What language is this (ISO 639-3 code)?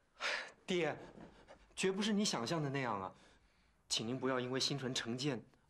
zho